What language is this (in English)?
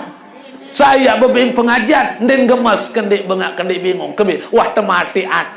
Sasak